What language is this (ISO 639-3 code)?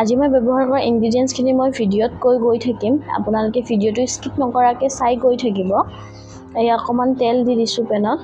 asm